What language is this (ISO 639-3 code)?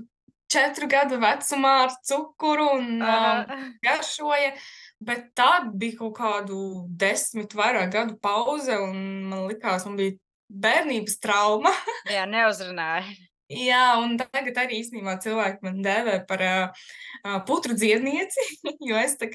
lav